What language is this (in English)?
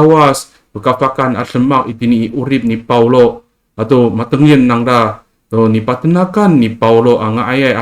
Amis